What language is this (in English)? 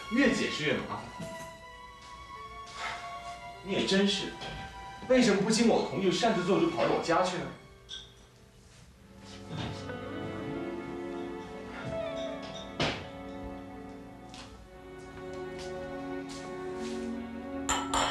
Chinese